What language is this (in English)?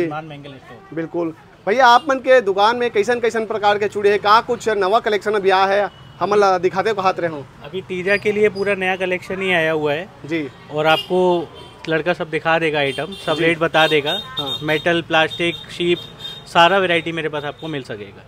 Chhattisgarhi